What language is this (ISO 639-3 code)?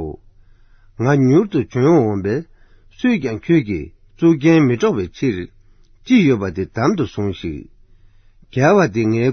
bod